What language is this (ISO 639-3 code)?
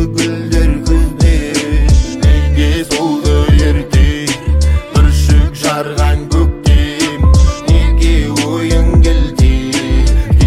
kaz